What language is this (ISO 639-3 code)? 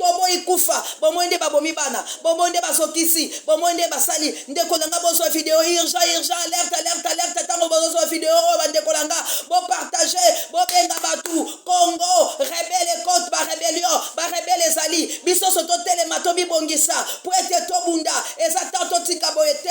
lin